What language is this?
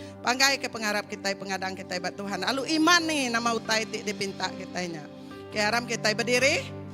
Iban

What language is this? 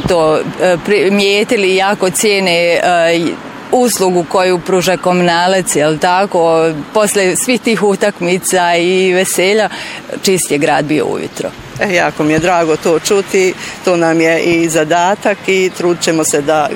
Bosnian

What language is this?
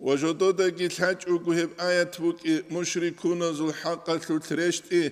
Avaric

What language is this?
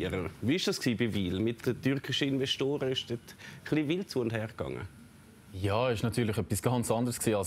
German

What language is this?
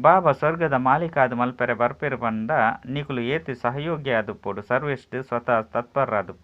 Tulu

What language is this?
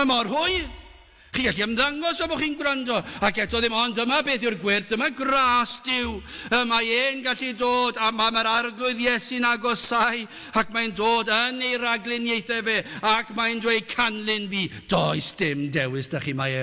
Welsh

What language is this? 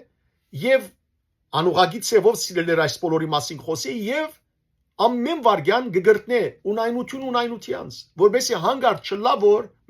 Western Armenian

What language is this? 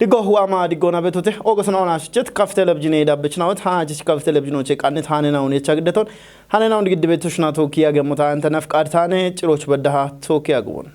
Kafa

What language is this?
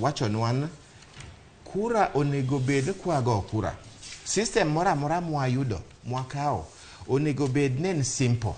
Luo (Kenya and Tanzania)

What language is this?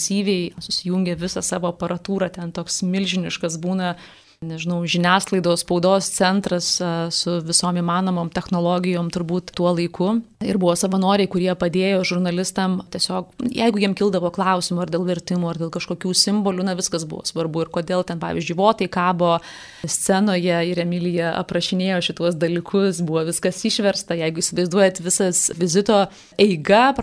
Lithuanian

